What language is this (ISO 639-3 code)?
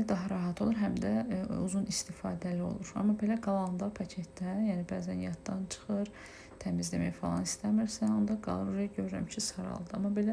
aze